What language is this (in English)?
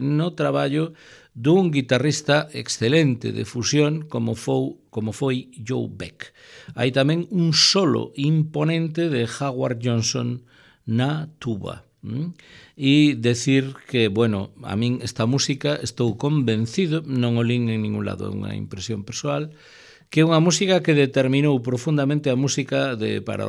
Galician